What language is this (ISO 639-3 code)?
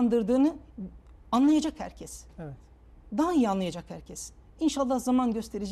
tur